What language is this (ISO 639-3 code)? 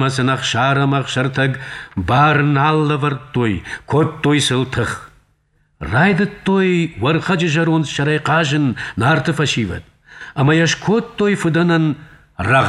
oss